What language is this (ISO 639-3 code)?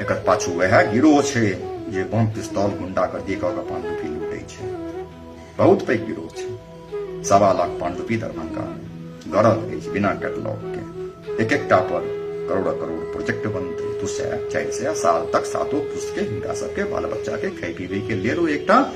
mai